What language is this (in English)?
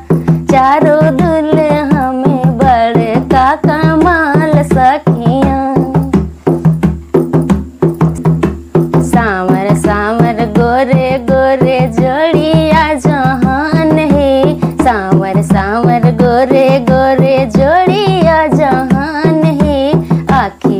Bhojpuri